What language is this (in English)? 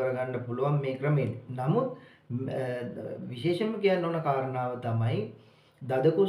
Sinhala